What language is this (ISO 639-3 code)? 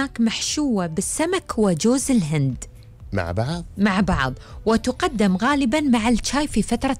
afb